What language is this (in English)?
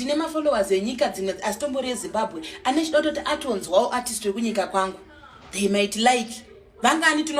Shona